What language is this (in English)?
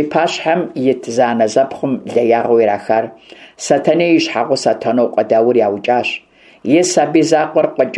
Kabardian